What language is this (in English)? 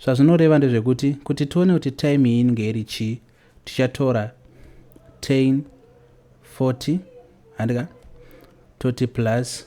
Shona